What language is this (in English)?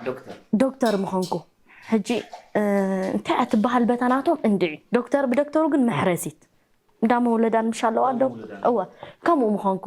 Tigrinya